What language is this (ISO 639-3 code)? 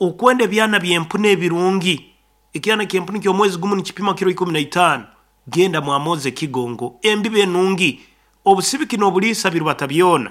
nyo